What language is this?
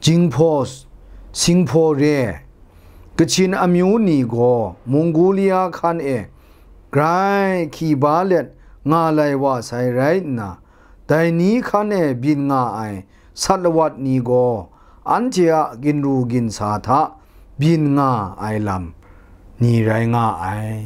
Kachin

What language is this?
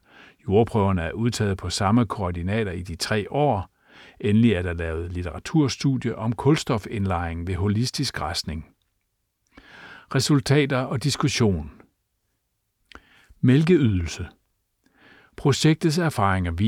Danish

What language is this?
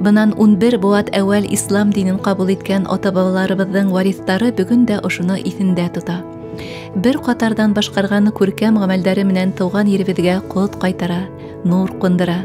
Bashkir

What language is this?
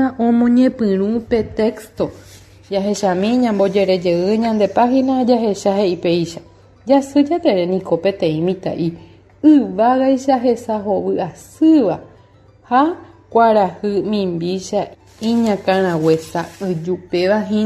Guarani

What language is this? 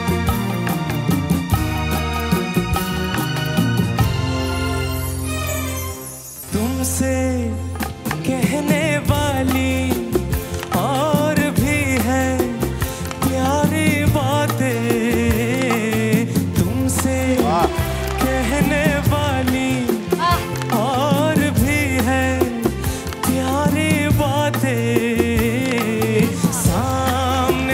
Hindi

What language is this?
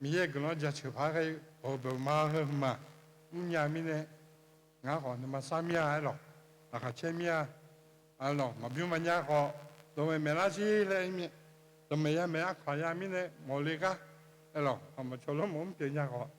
Akha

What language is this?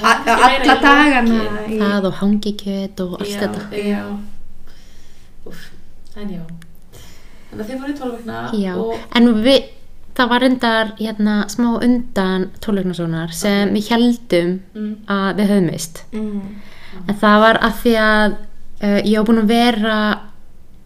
Icelandic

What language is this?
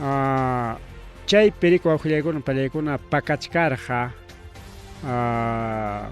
Ayacucho Quechua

